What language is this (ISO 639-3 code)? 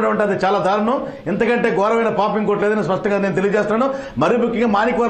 tel